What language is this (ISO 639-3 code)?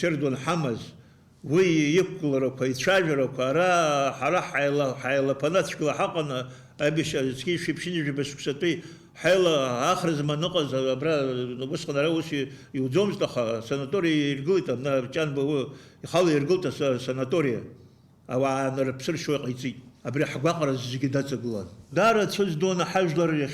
abk